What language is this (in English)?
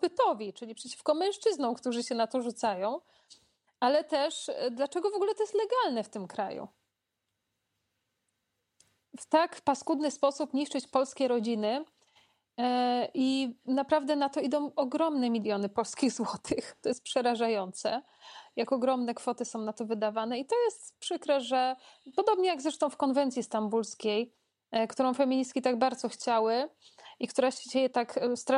Polish